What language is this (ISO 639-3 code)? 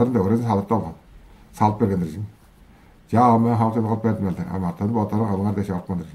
tyv